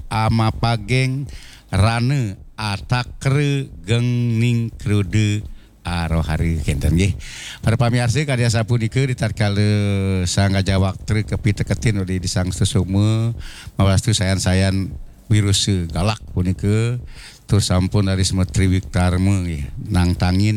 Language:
Balinese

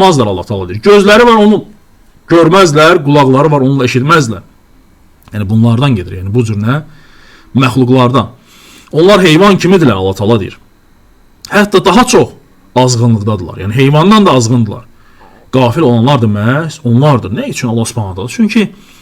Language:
Azerbaijani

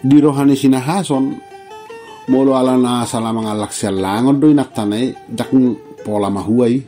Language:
Batak Toba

